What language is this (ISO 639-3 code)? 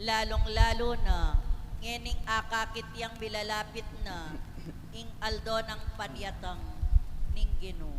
pam